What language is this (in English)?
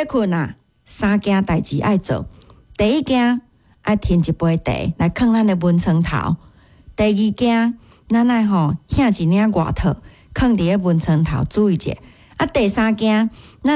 Min Nan Chinese